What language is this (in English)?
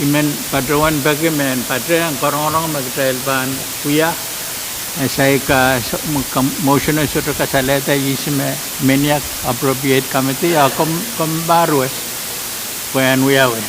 Pohnpeian